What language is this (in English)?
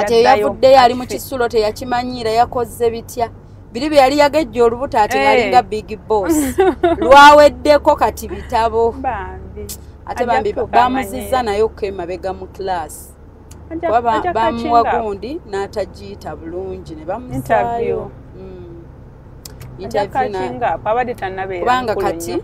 Ganda